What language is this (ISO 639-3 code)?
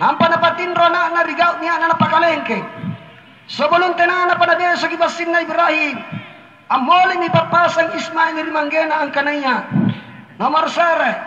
mak